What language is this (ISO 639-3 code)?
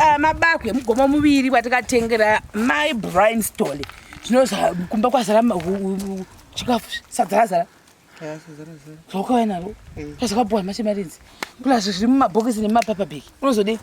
sna